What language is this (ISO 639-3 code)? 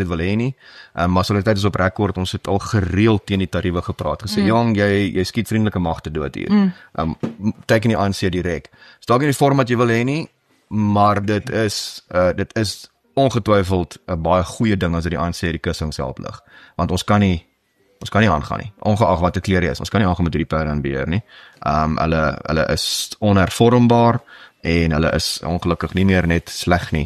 afr